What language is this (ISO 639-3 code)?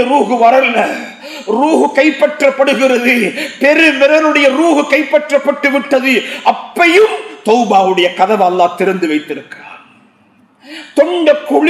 tam